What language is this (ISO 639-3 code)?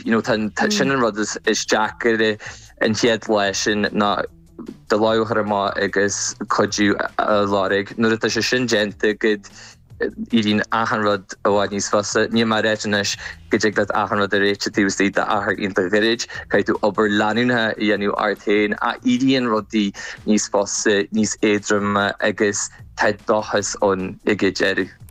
gle